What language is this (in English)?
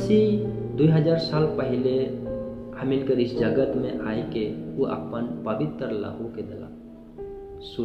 Sadri